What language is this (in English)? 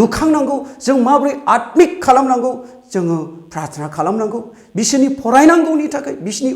Bodo